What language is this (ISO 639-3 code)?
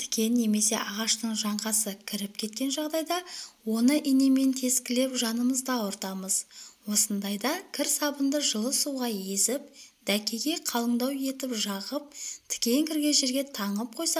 kaz